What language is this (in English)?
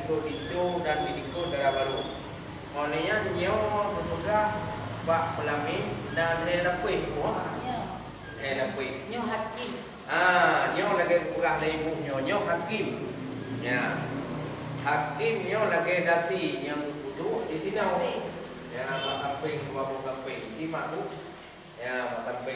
Achinese